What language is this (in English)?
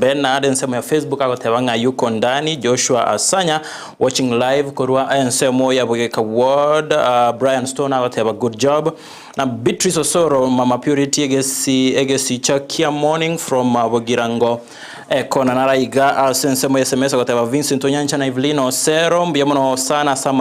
Gusii